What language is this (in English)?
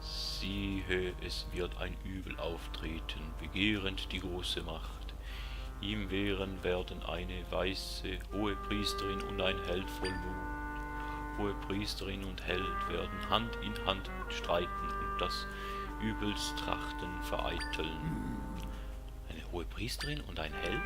Swiss German